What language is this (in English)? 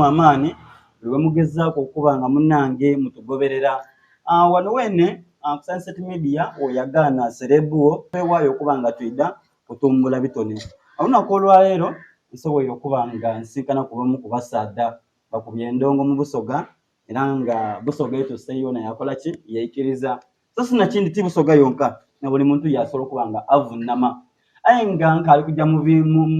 Soga